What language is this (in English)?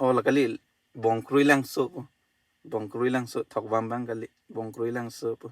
Karbi